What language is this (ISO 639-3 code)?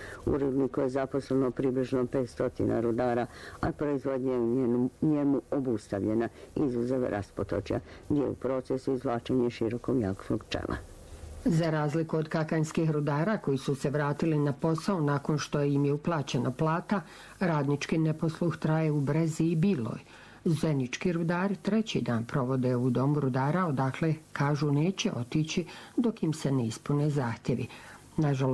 bos